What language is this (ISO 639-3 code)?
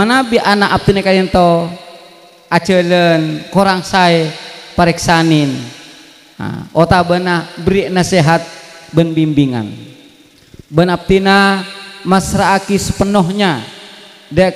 mad